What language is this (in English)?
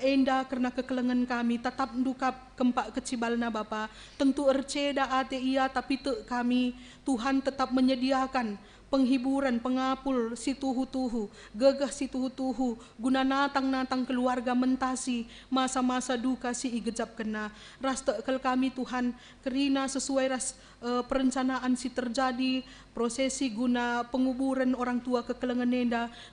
Batak Karo